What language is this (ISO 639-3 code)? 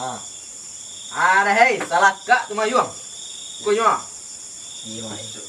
min